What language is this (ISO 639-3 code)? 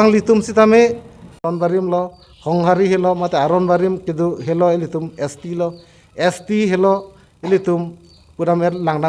mjw